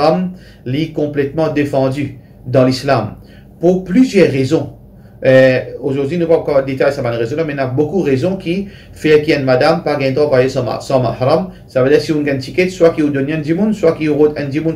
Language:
Morisyen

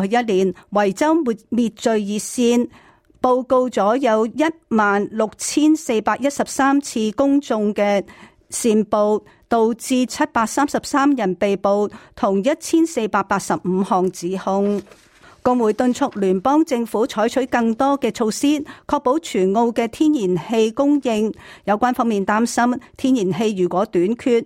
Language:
Cantonese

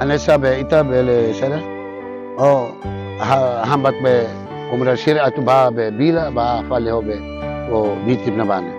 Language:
Tetum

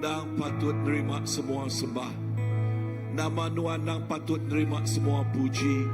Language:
Iban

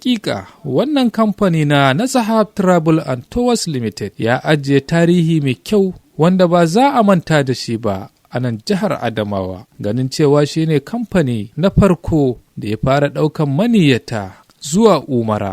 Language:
Hausa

